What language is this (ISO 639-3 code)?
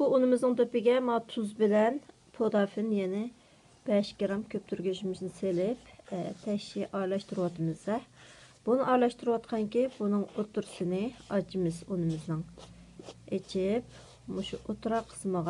uig